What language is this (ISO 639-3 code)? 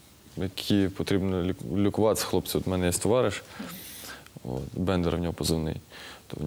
ukr